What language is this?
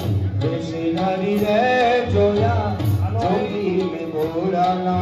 Gujarati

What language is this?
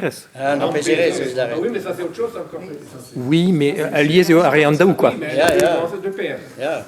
Breton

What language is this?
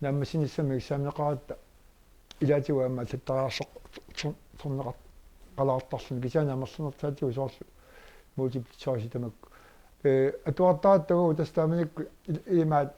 Kalaallisut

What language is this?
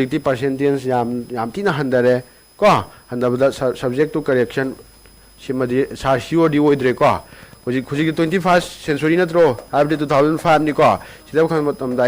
Manipuri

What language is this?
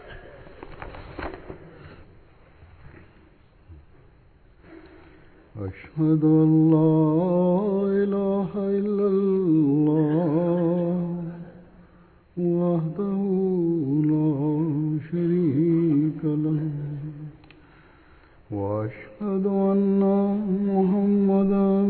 Bangla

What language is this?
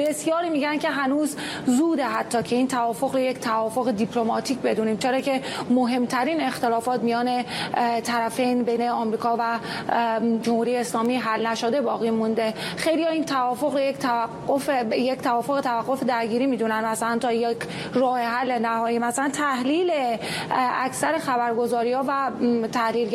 Persian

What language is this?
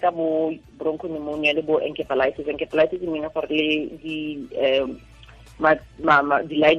Tswana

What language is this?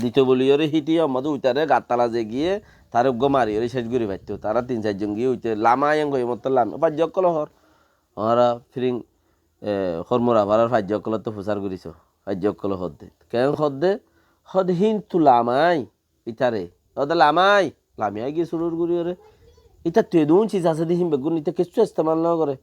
Rohingya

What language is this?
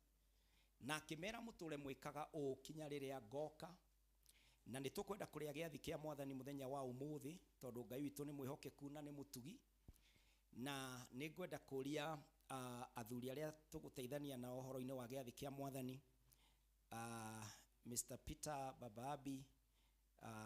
Kikuyu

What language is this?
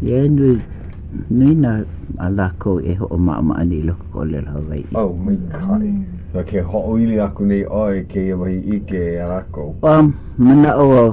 Hawaiian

